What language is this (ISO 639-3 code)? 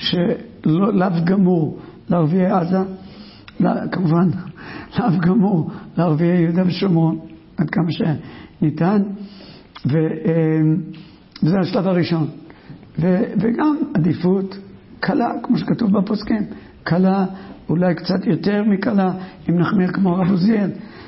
heb